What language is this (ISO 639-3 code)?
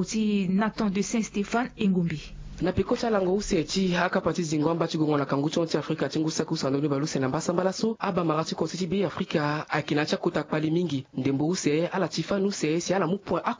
sag